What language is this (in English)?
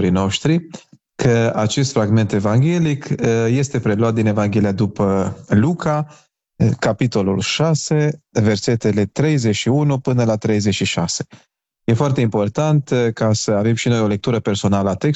Romanian